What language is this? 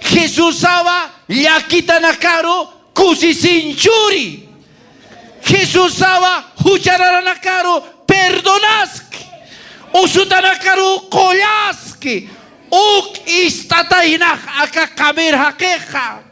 Aymara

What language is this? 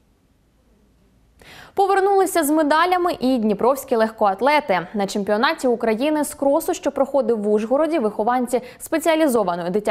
Ukrainian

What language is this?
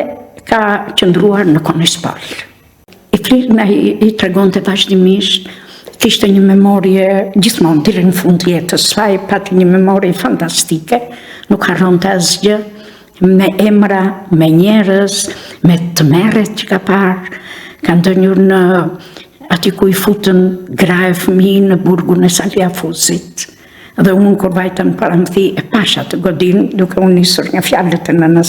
Albanian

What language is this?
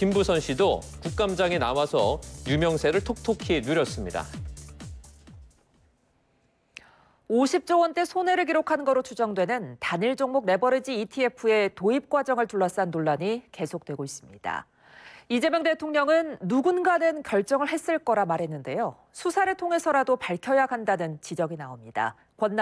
Korean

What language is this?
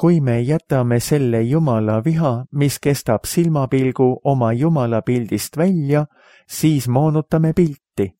Estonian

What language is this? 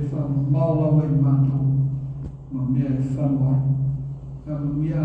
Samoan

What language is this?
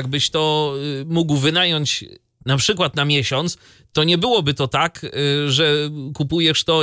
Polish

